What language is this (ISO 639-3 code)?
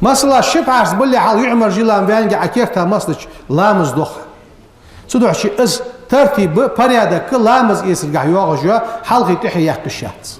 inh